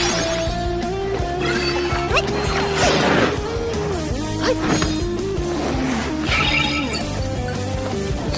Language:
Chinese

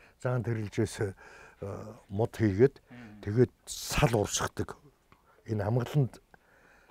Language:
Mongolian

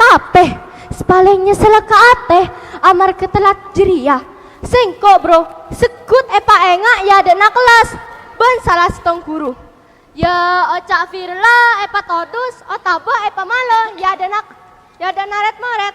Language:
Madurese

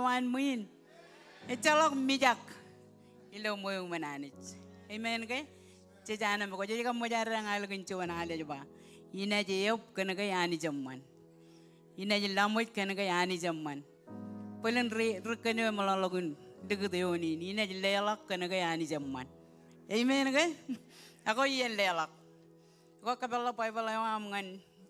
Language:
Marshallese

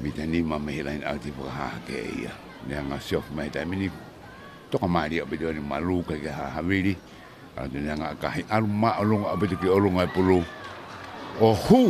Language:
Tongan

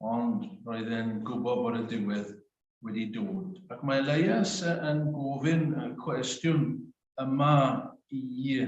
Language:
Welsh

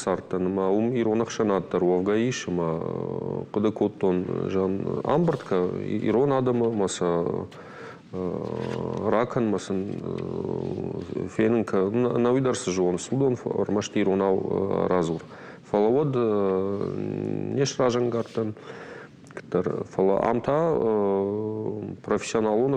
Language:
Ossetic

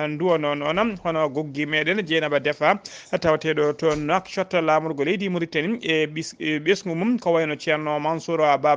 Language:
Fula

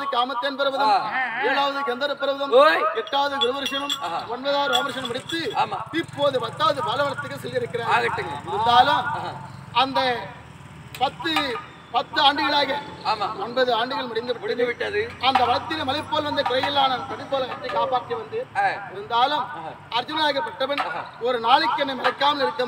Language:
Tamil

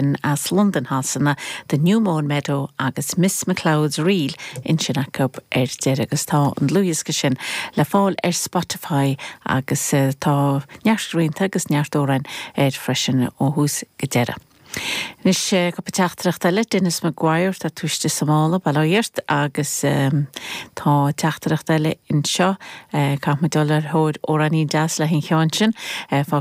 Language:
Irish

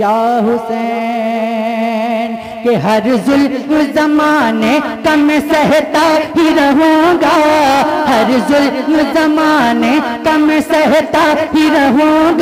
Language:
Hindi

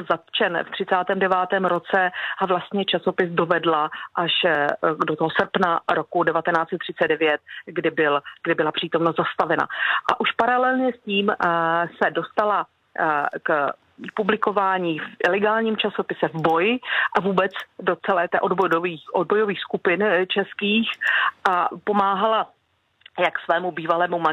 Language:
Czech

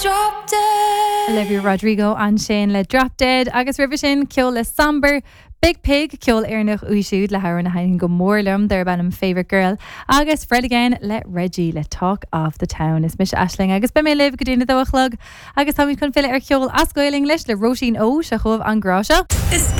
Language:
Irish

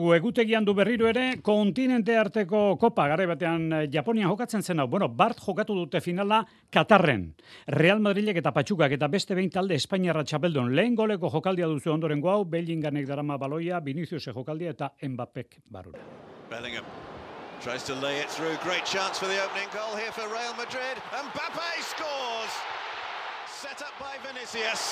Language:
Basque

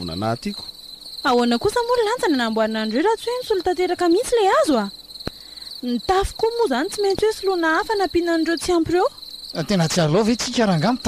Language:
Malagasy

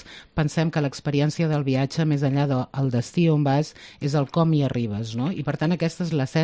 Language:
Catalan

